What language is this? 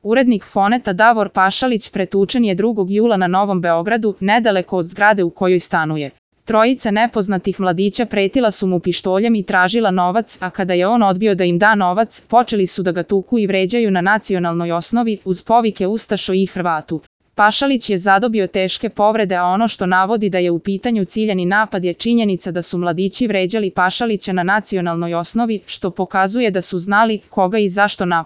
Serbian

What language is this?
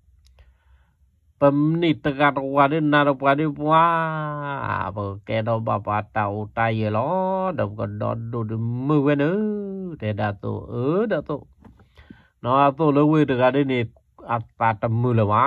S'gaw Karen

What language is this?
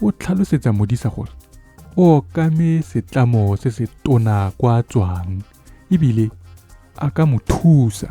Tswana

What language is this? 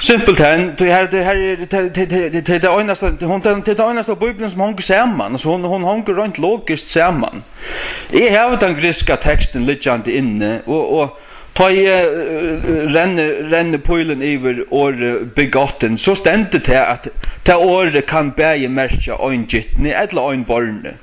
Faroese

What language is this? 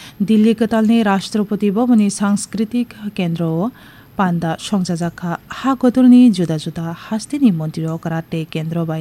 Kok Borok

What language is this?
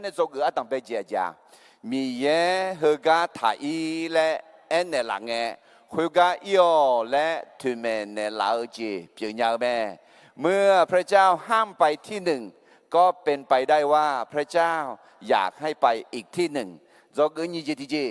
Akha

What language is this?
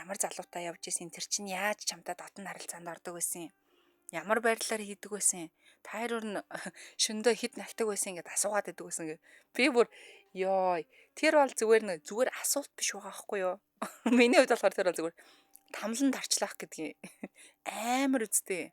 Mongolian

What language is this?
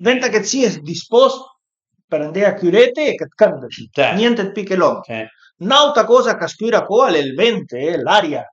Piedmontese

